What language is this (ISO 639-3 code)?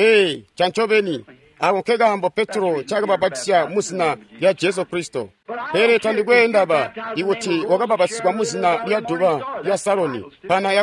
toi